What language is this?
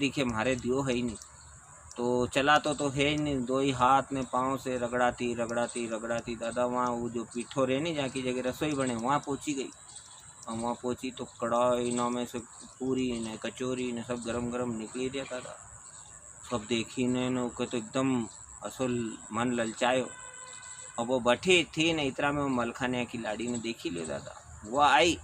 Rajasthani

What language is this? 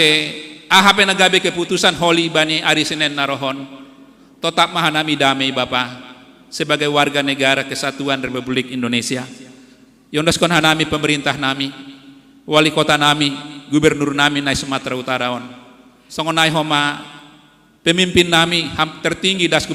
Batak Simalungun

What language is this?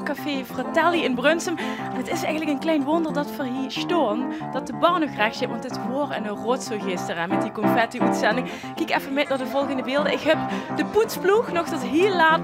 Limburgish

